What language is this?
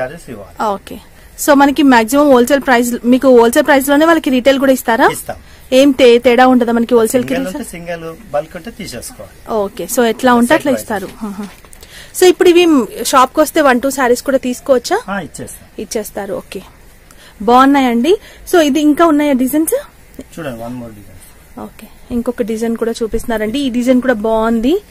Telugu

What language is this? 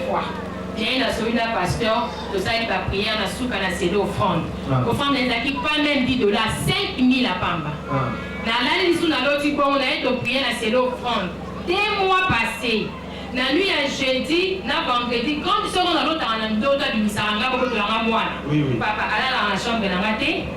Lingala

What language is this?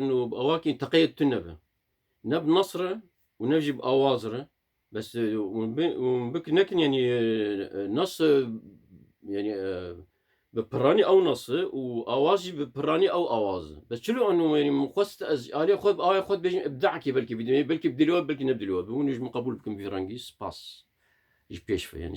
Kurdish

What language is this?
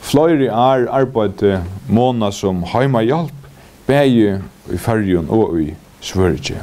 Faroese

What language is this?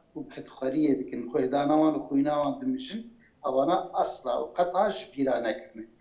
Kurdish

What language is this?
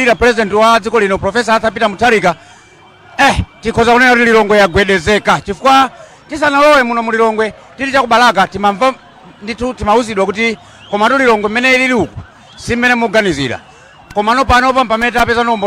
Nyanja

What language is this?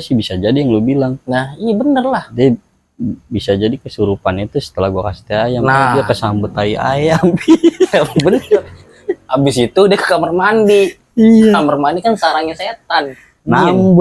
Betawi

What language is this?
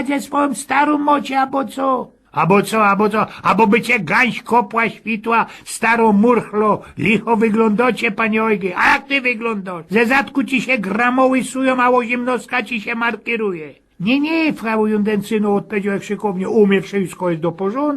Silesian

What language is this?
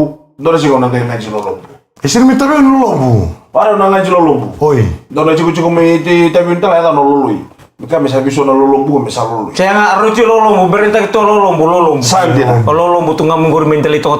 Fijian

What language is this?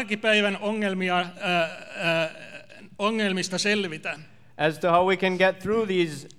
Finnish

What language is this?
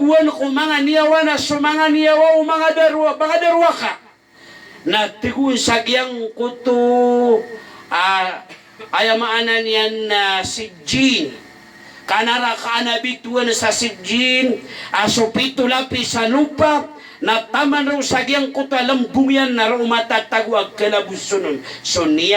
Maranao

